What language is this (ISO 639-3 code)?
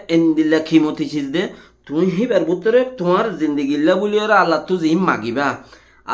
rhg